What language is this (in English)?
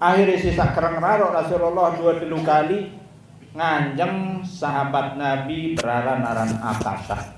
Sasak